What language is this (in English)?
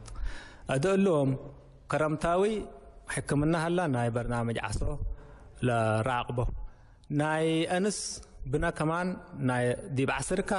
Tigre